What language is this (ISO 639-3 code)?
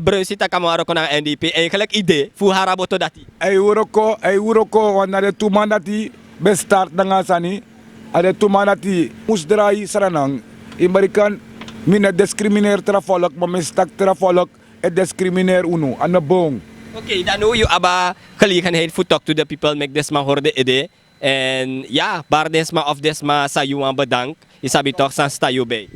srn